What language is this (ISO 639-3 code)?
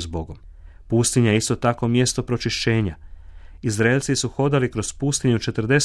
hrv